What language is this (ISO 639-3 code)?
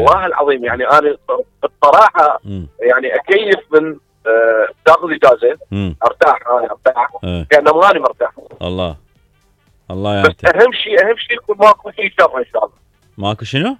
acm